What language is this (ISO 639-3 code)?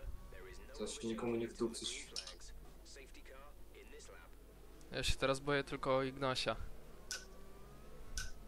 pol